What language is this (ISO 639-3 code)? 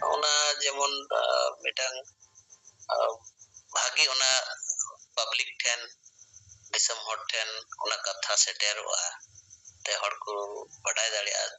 sat